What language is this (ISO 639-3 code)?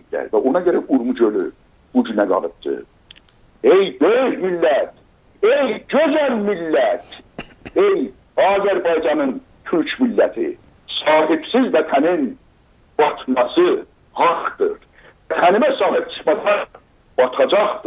azb